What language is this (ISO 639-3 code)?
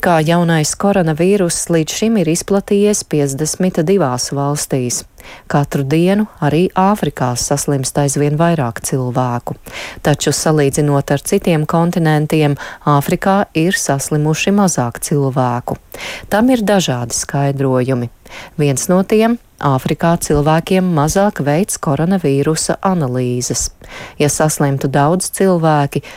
lav